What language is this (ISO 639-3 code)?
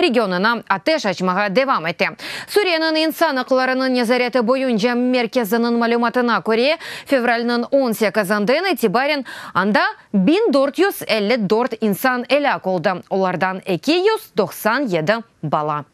crh